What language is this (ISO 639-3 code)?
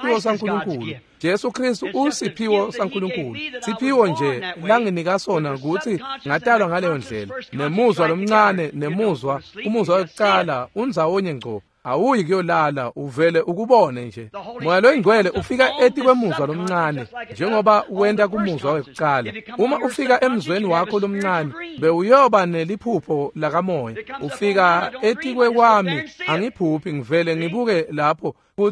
ssw